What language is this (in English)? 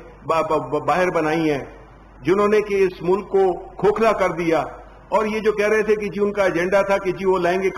Urdu